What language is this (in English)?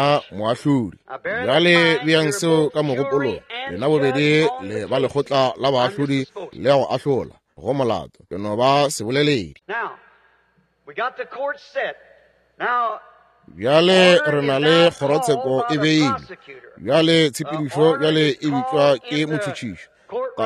Northern Sotho